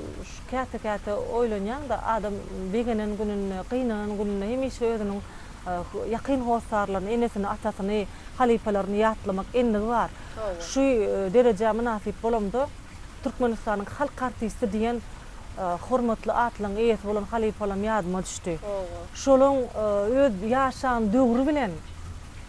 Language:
Turkmen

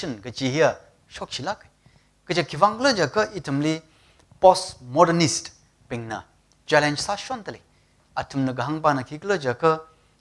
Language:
Tangkhul Naga (India)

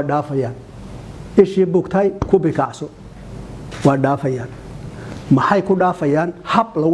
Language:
Somali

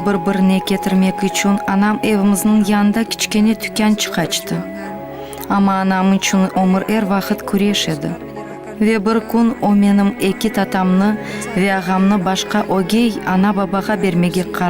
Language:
Crimean Tatar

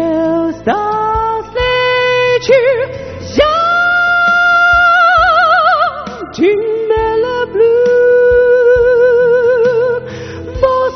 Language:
Chinese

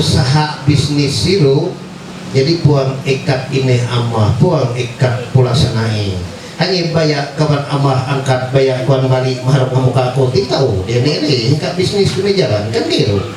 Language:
Ma'anyan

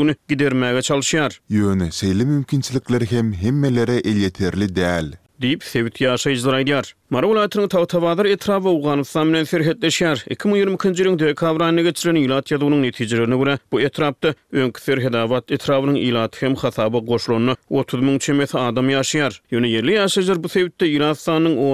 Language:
Turkmen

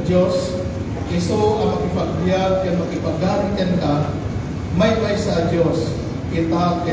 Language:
Iloko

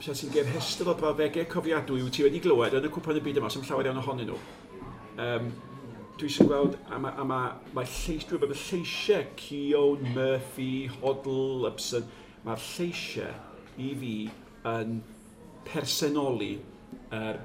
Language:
Welsh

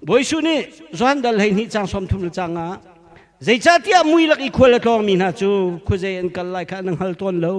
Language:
Hakha Chin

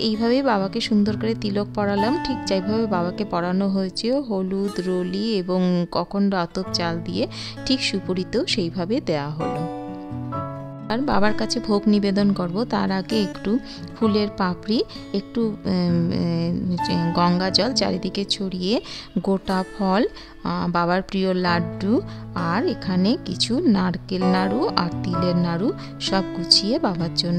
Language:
Bangla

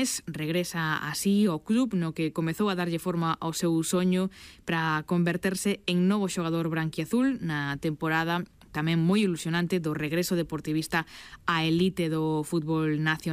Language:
Galician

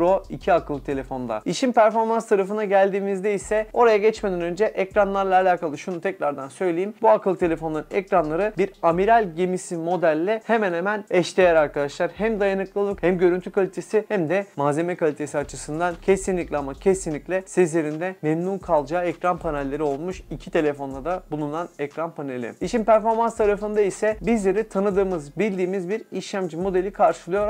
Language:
Turkish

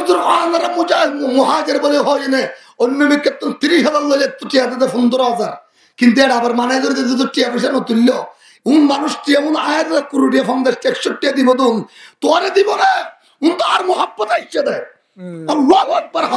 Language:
Rohingya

